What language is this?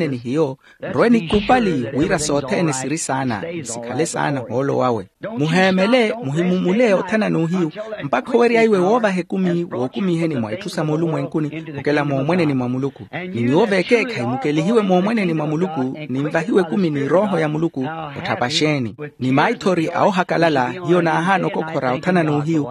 Makhuwa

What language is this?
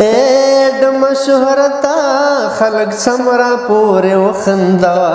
Pashto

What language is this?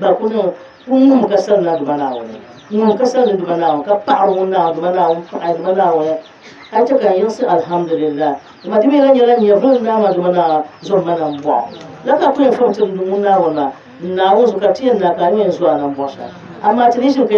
Dagbani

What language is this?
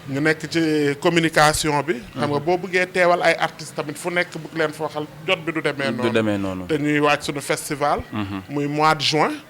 Wolof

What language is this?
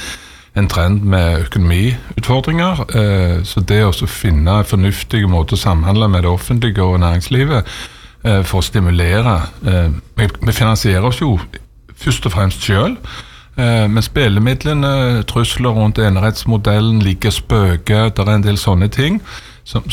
Norwegian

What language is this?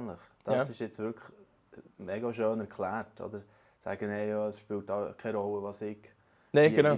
Swiss German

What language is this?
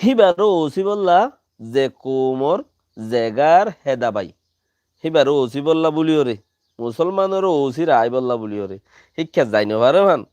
Rohingya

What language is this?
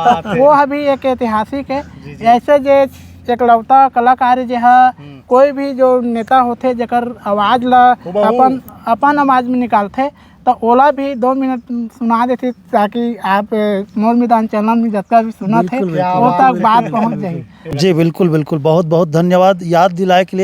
Chhattisgarhi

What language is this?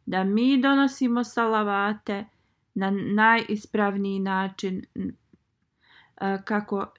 Bosnian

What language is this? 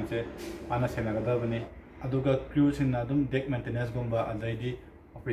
Manipuri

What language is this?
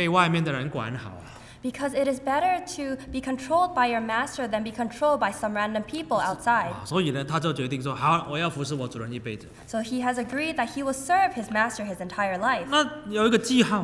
Chinese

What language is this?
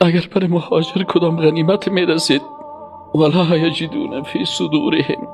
Persian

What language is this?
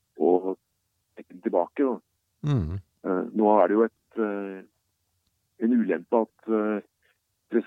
Norwegian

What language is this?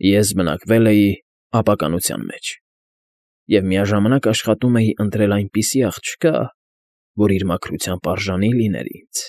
Armenian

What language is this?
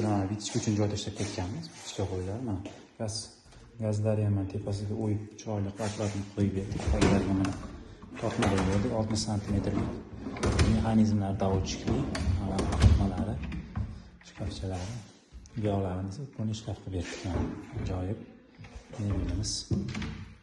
Uzbek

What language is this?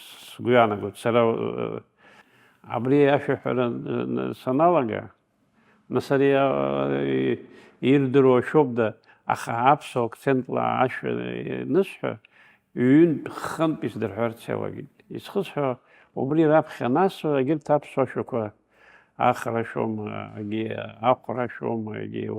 Abkhazian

